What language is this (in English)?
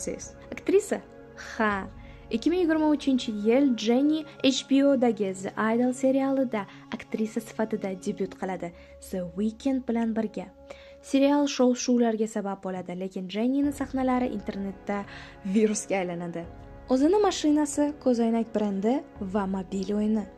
Uzbek